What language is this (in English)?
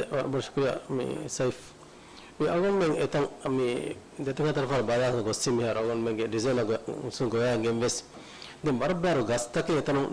Divehi